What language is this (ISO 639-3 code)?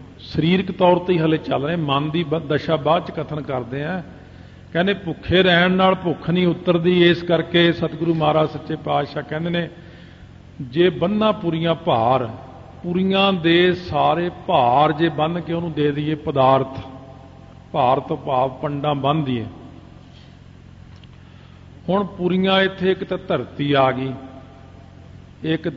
pan